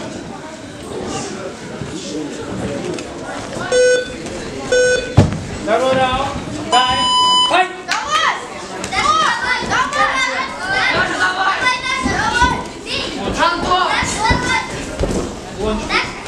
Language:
Russian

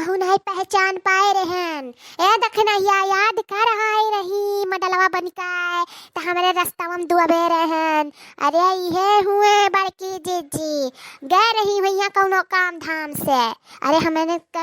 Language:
Awadhi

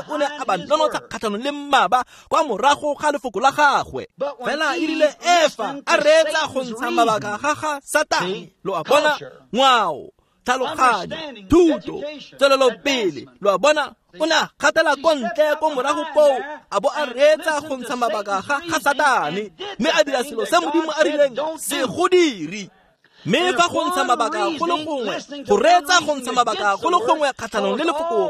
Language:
Tswana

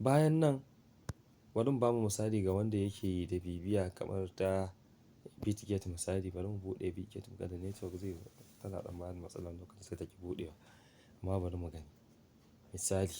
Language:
Hausa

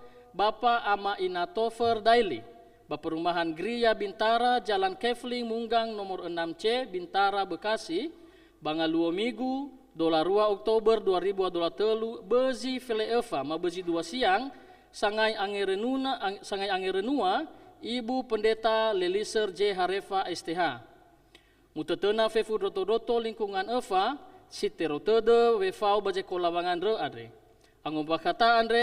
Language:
Nias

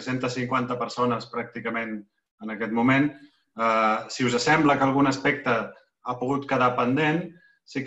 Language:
Catalan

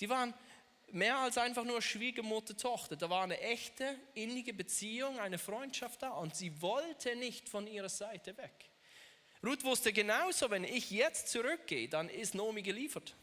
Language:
Swiss German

